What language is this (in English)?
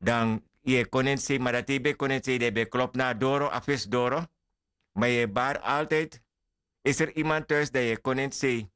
Sranan Tongo